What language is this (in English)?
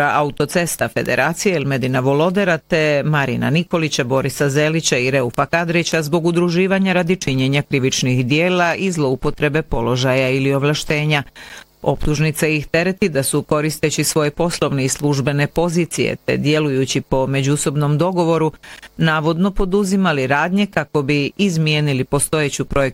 Bosnian